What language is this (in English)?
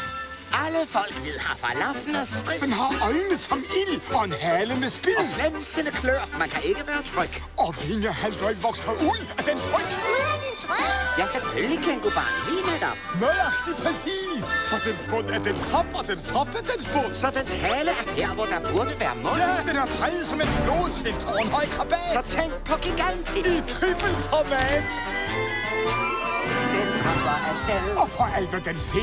Danish